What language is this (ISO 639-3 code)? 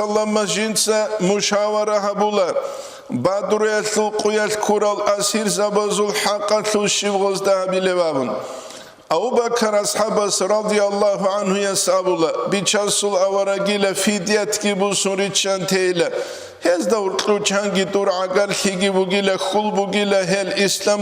ava